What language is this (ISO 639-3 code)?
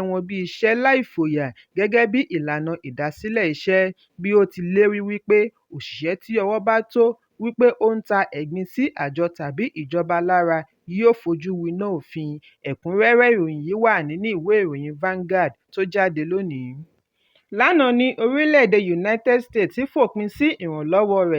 yor